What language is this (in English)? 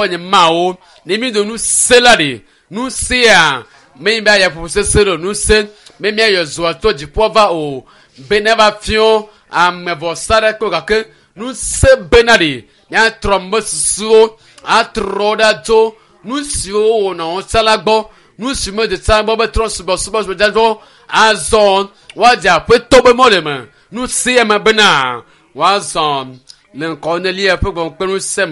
Ewe